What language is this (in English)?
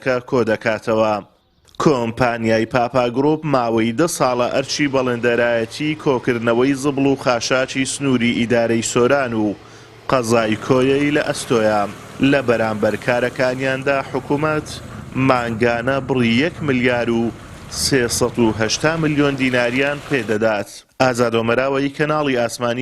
Central Kurdish